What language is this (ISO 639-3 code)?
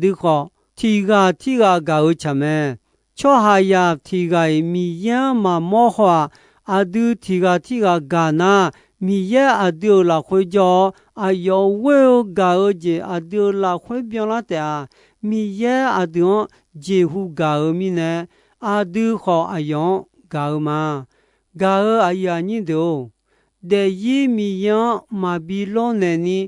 ahk